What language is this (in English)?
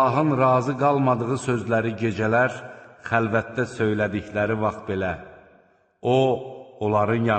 Azerbaijani